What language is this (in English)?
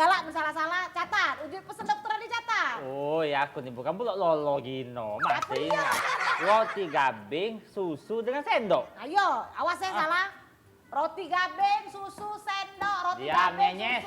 Musi